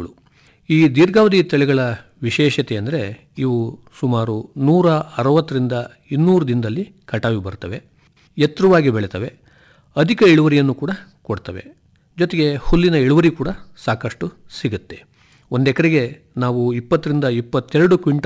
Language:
Kannada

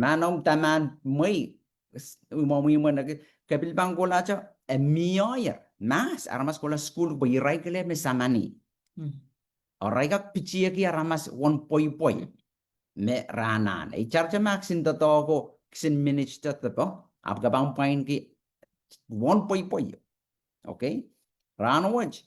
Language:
Pohnpeian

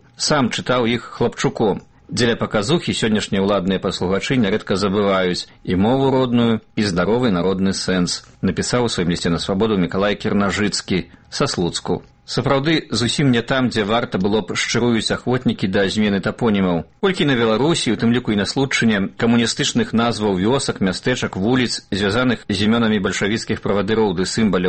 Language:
Belarusian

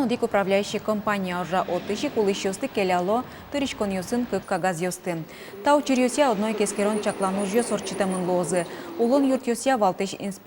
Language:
Udmurt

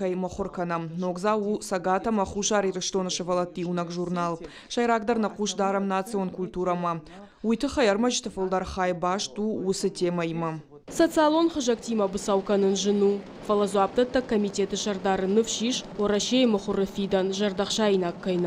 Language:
Ossetic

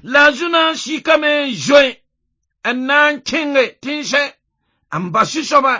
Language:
Mossi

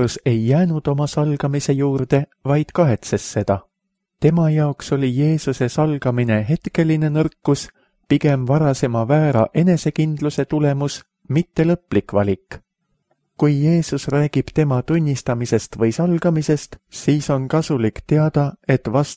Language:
Estonian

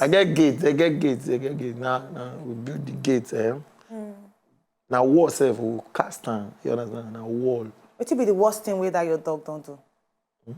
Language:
Nigerian Pidgin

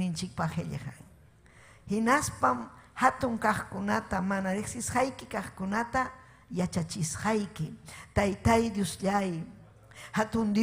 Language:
Ayacucho Quechua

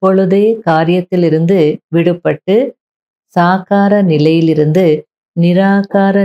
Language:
Tamil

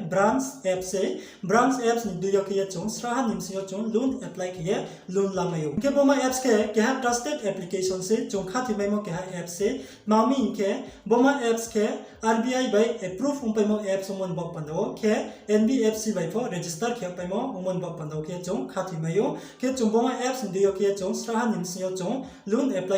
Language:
Riang (India)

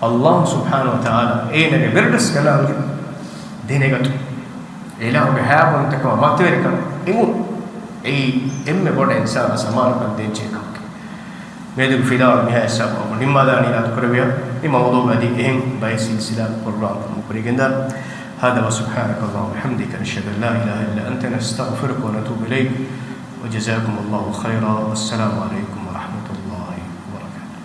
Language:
Divehi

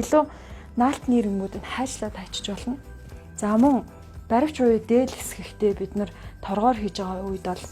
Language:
Mongolian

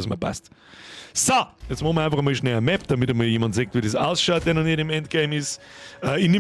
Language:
Bavarian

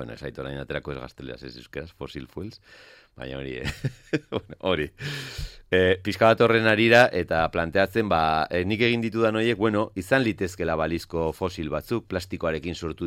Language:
Basque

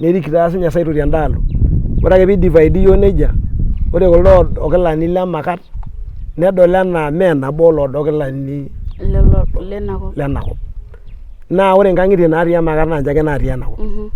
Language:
Masai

